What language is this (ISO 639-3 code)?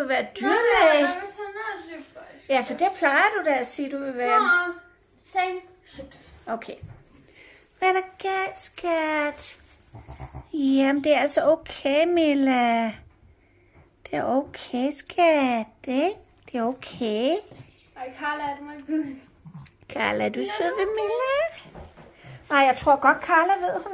dan